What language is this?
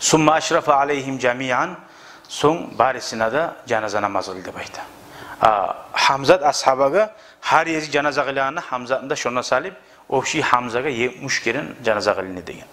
Kumyk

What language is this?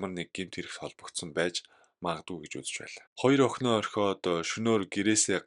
Mongolian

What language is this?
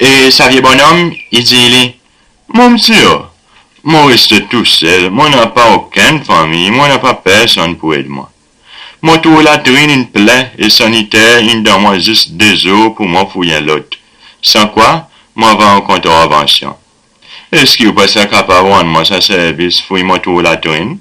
Seselwa Creole French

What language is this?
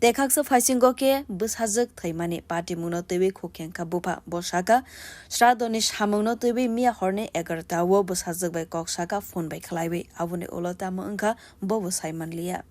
Kok Borok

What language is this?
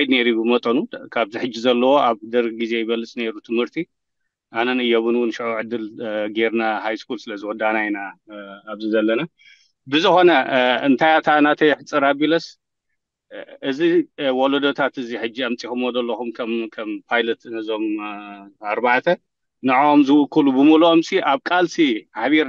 Tigrinya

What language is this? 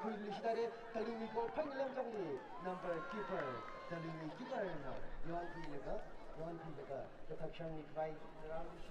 Tangkhul Naga (India)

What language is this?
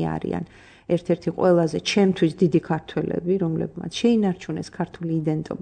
Georgian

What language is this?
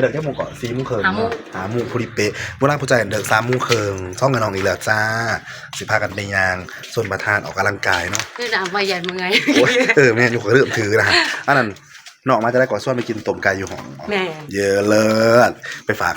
Northeastern Thai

